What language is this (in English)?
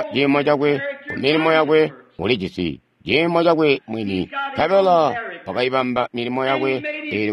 Tonga (Zambia)